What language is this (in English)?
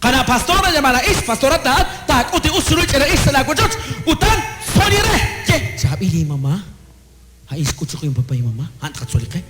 Kekchí